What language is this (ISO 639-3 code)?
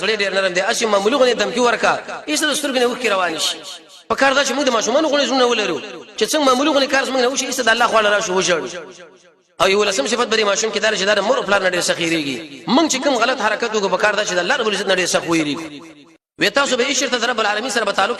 pus